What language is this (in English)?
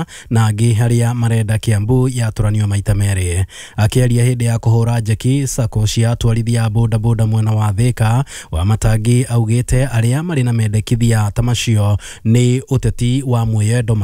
Kikuyu